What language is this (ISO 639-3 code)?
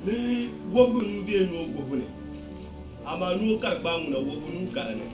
dag